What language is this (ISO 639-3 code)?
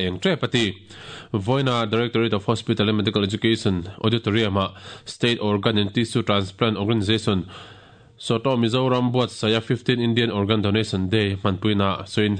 lus